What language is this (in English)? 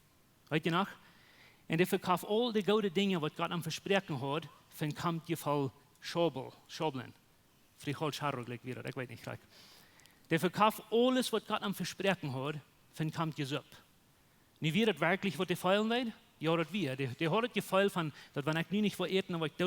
Plautdietsch